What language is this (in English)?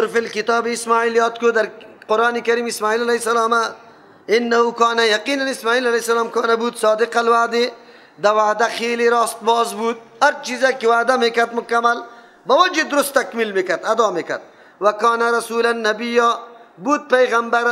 Persian